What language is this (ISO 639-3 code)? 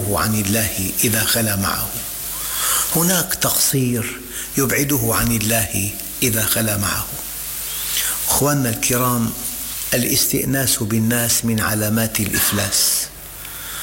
ara